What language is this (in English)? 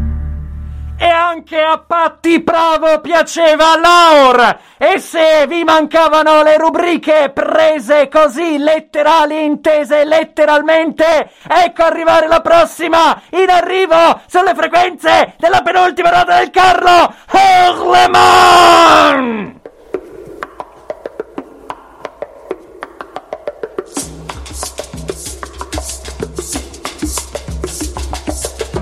Italian